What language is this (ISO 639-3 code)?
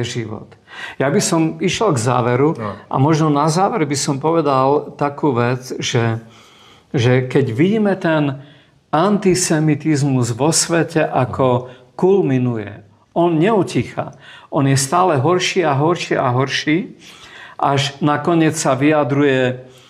slk